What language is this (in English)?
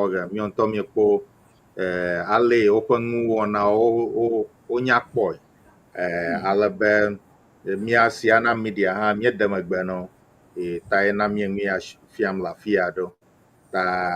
Ewe